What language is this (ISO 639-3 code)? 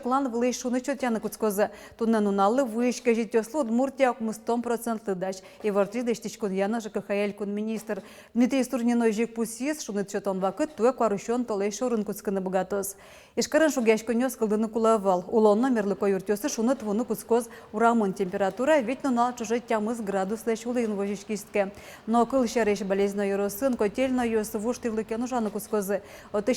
udm